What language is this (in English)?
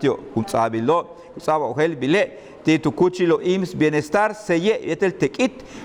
Yucateco